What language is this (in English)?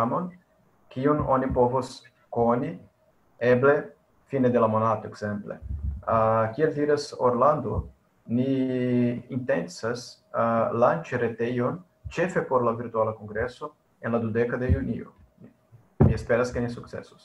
Esperanto